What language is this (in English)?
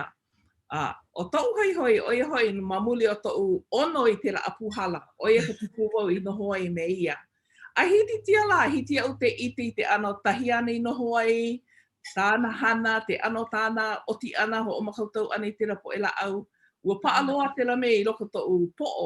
Hawaiian